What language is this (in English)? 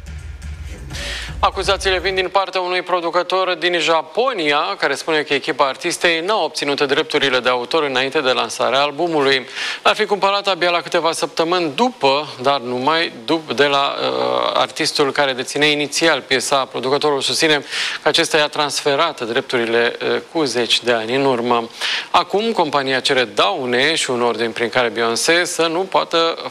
Romanian